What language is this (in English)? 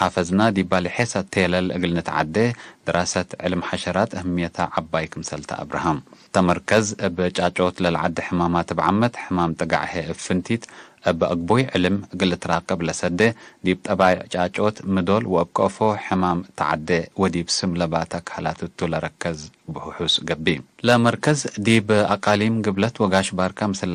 Tigre